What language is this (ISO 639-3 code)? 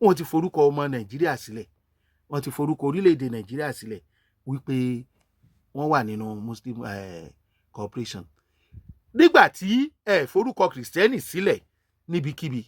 yor